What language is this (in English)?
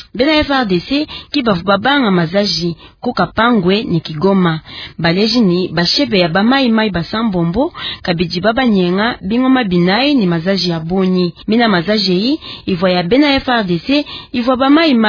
Luba-Lulua